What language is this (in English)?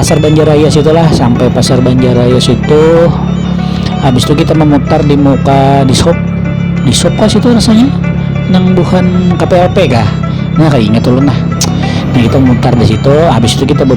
Banjar